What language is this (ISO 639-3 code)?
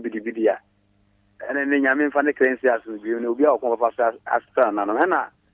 aka